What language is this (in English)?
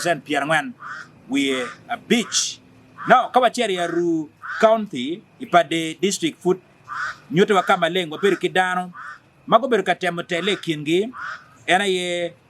Acoli